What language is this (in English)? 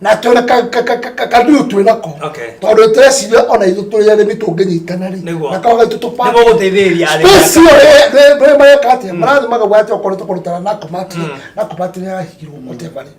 Kikuyu